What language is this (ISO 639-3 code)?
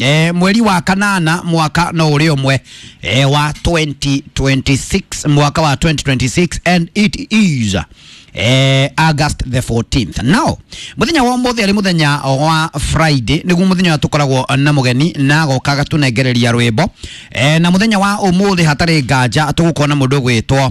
kik